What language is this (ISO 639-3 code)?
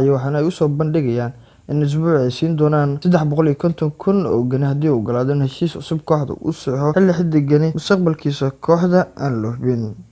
som